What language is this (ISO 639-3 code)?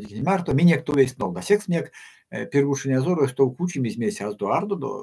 myv